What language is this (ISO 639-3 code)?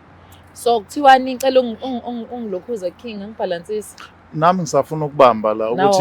zul